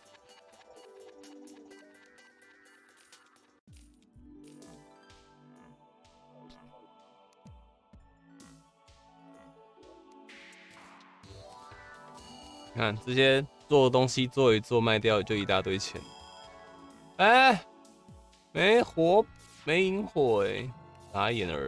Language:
Chinese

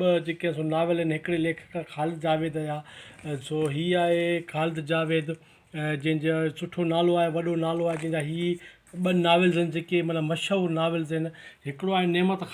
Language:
Sindhi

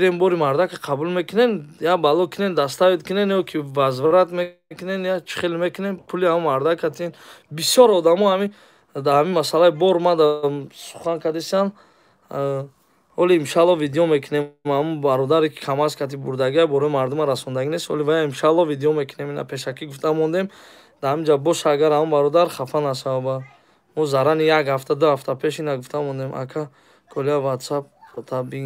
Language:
Tajik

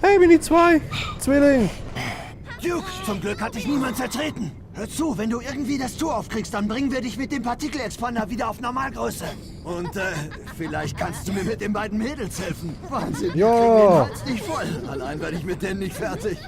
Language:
Swiss German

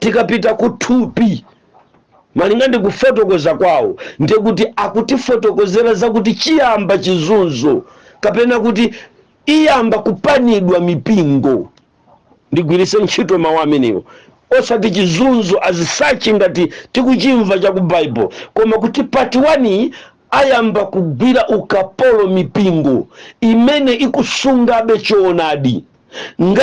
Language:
Nyanja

